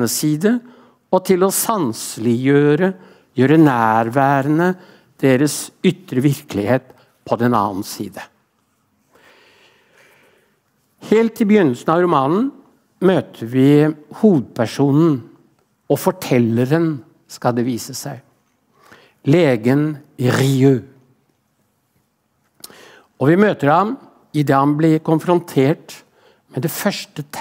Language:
Norwegian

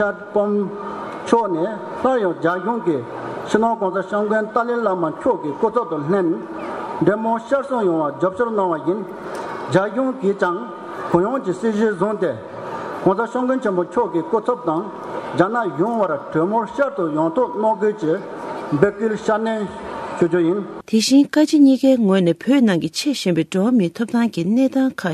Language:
Tibetan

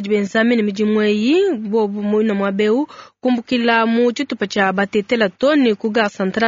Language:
Luba-Lulua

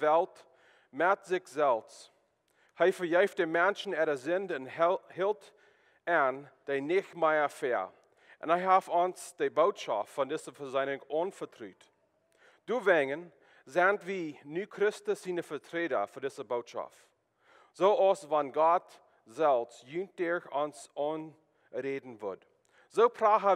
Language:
Plautdietsch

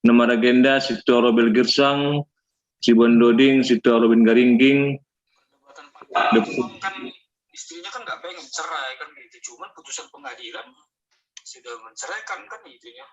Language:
Batak Simalungun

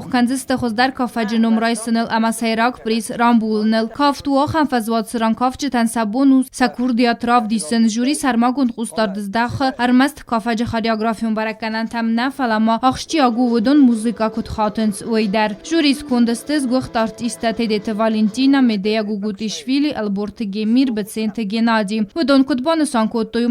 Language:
Ossetic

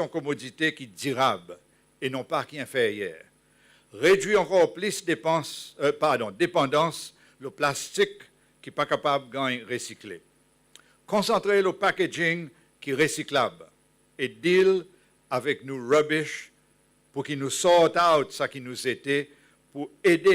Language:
Seselwa Creole French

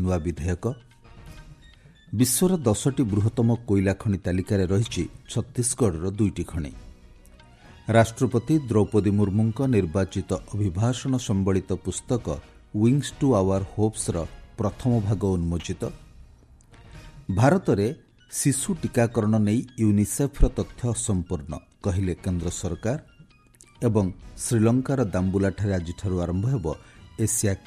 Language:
Odia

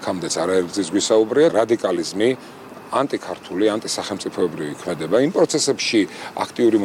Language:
Georgian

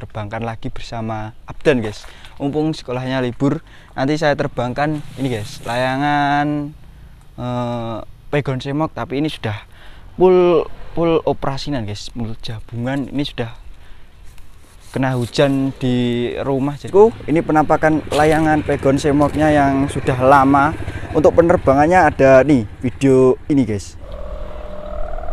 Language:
Indonesian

